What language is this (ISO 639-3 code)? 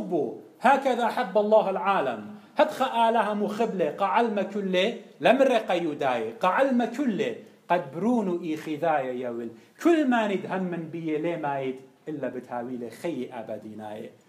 aii